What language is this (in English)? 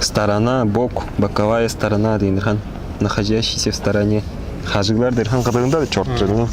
Tuvinian